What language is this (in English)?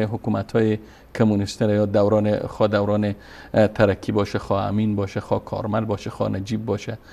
Persian